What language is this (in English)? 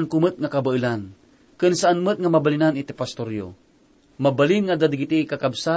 Iloko